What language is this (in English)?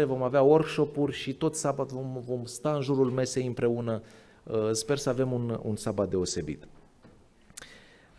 Romanian